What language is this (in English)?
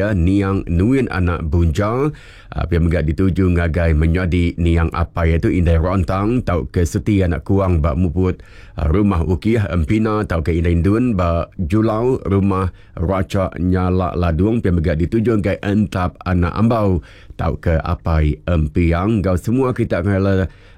Iban